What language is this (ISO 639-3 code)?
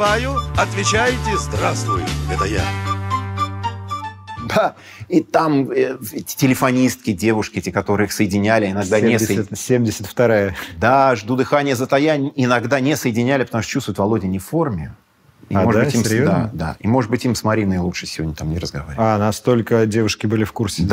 rus